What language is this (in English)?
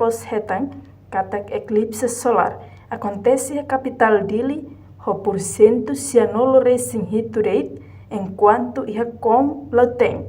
Tetum